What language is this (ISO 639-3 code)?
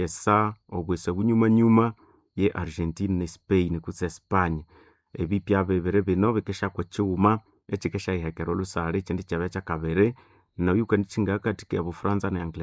nnb